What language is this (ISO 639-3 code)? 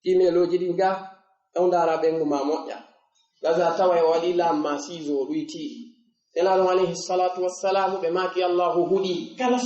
ful